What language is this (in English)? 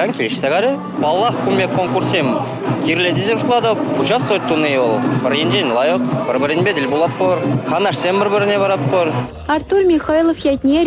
Chuvash